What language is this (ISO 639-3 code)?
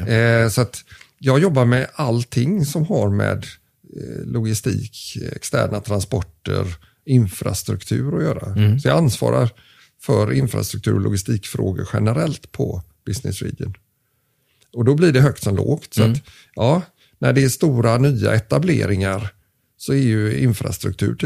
swe